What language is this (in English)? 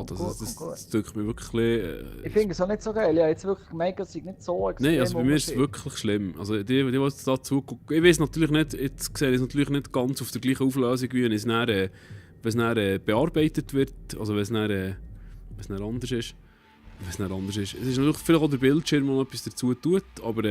Swiss German